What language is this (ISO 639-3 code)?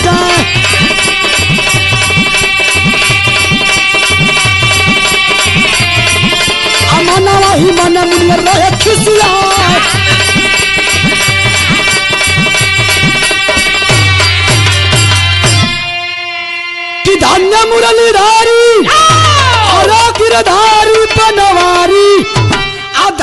bho